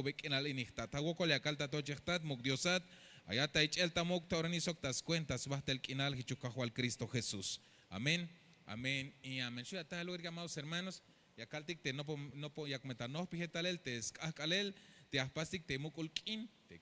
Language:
Tzeltal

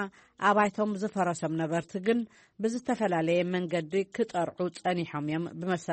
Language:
Tigrinya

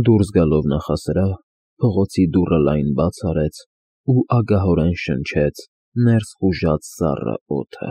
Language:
Armenian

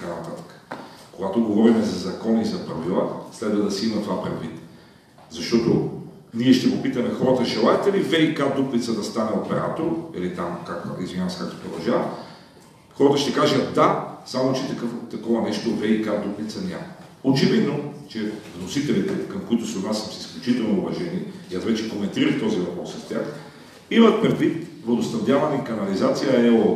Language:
Bulgarian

